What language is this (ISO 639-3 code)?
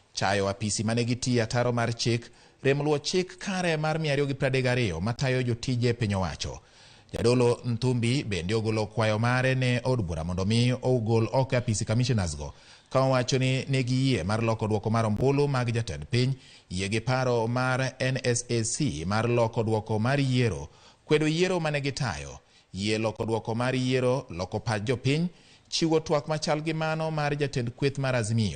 luo